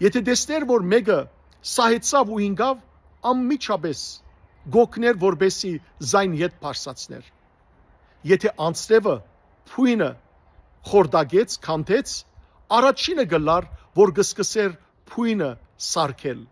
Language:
Western Armenian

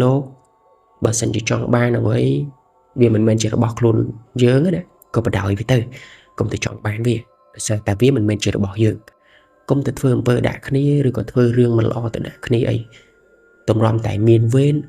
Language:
Khmer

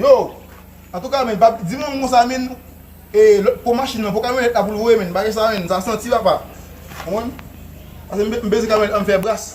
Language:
Haitian Creole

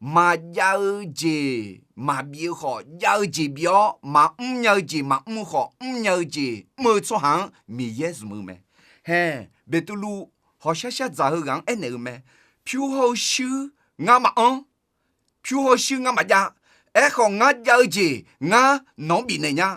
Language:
Akha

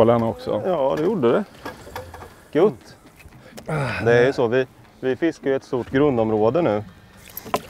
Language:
Swedish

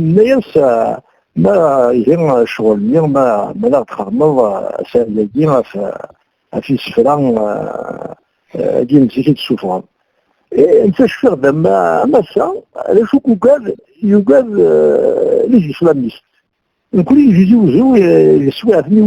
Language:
Kabyle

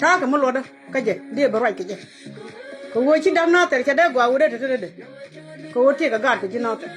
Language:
Nuer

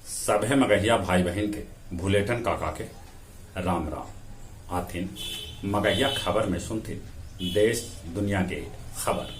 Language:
Magahi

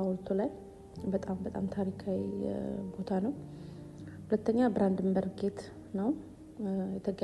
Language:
Amharic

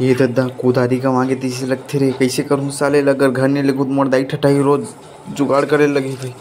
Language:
Chhattisgarhi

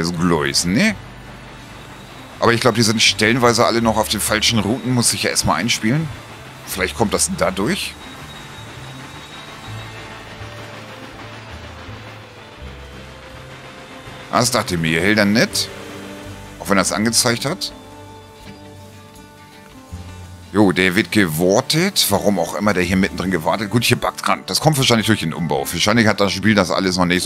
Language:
German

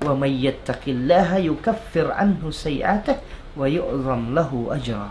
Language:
Tausug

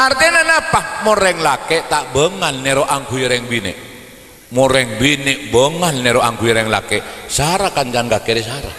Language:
Madurese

